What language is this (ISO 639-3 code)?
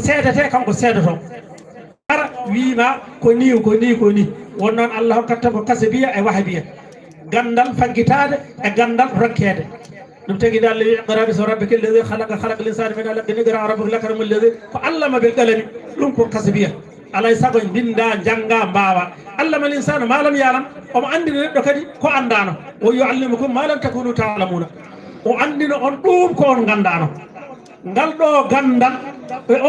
ful